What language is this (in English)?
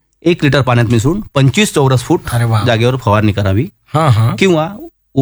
Marathi